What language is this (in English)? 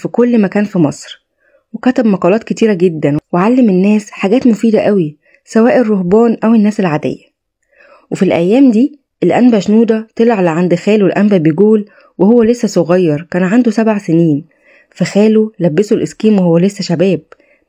Egyptian Arabic